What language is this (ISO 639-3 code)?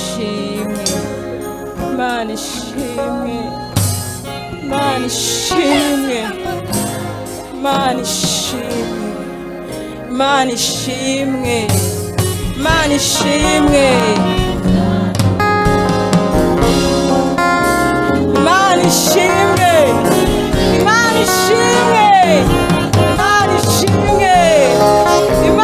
kin